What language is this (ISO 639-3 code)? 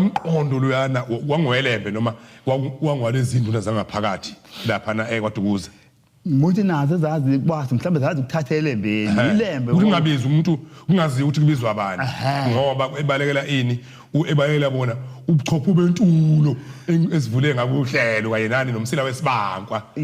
zul